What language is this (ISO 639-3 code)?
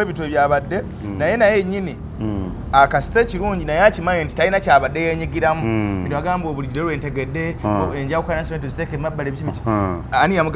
lug